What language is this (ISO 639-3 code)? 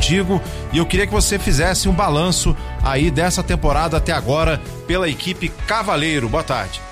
por